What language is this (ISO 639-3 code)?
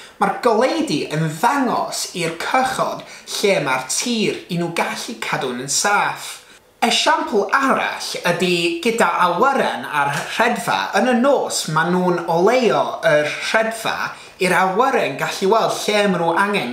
cym